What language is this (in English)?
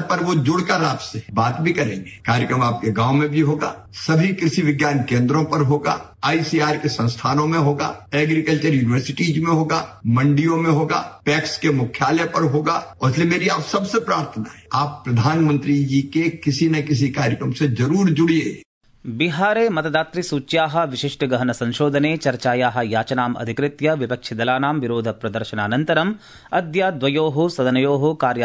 Sanskrit